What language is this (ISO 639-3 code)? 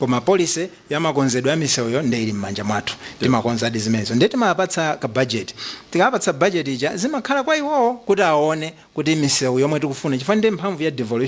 nya